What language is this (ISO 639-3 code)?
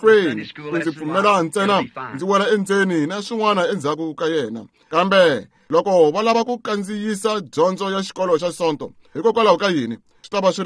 tso